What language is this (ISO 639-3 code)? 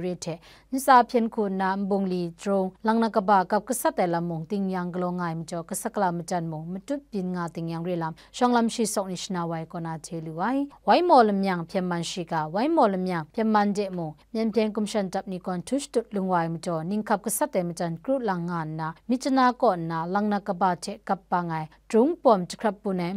kac